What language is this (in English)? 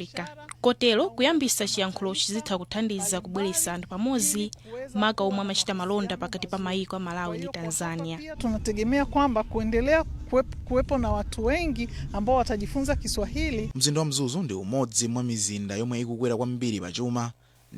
Nyanja